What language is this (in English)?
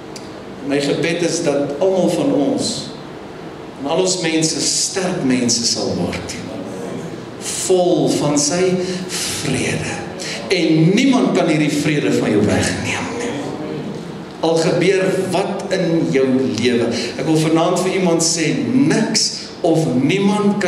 Afrikaans